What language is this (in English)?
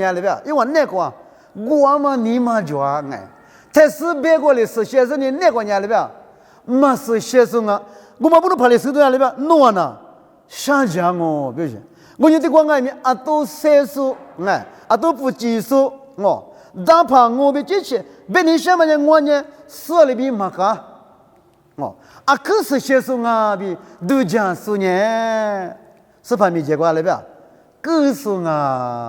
Lisu